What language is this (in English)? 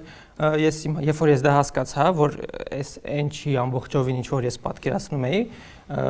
Armenian